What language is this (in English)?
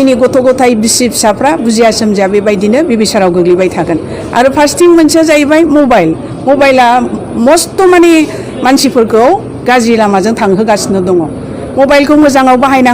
Bodo